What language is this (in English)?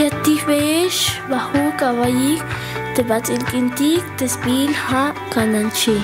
Tzeltal